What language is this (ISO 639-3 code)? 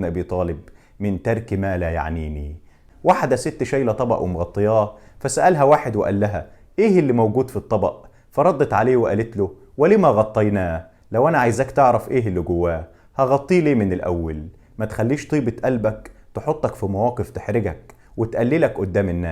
arz